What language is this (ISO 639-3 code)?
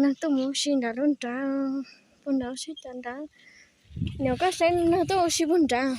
hmn